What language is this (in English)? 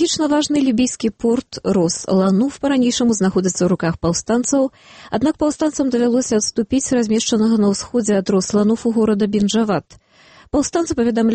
Belarusian